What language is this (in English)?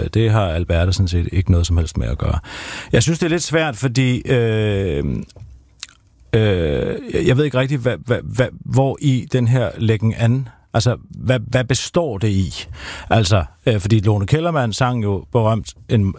Danish